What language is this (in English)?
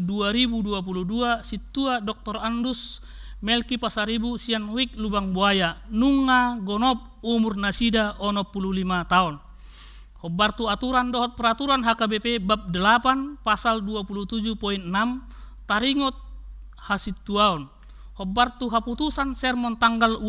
Batak Toba